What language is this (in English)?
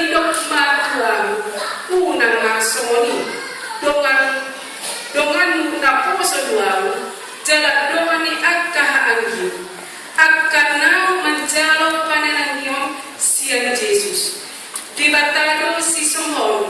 Batak Toba